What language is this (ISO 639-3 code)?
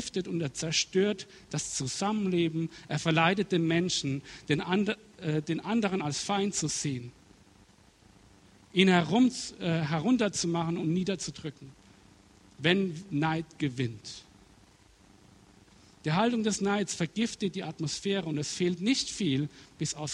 deu